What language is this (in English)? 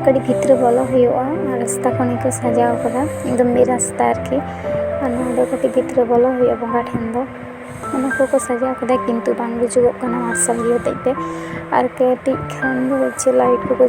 Santali